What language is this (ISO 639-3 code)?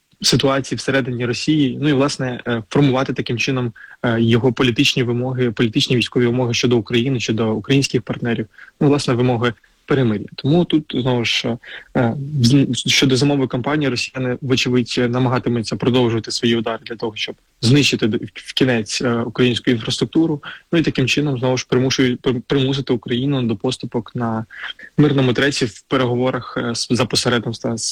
ukr